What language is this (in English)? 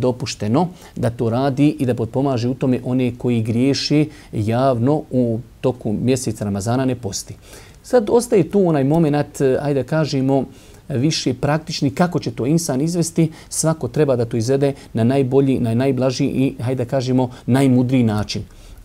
Bosnian